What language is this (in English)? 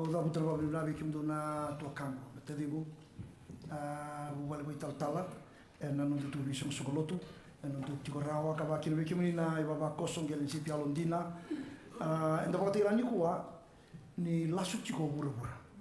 Fijian